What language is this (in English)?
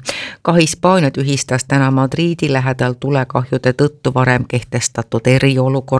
Estonian